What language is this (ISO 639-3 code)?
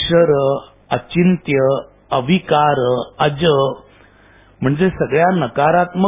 mar